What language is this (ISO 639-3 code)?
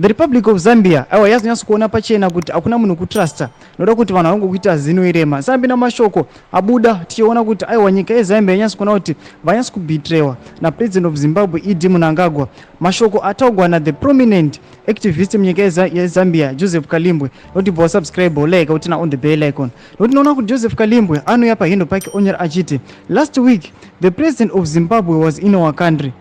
sna